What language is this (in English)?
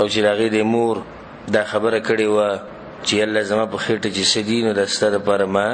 Pashto